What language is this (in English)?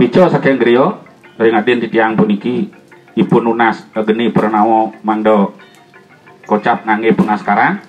Balinese